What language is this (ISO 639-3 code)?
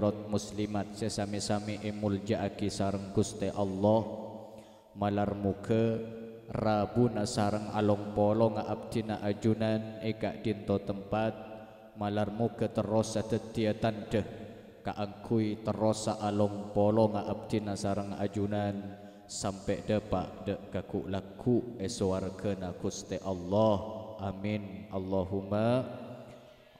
mad